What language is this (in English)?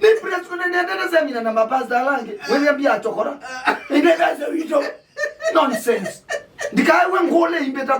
Kamba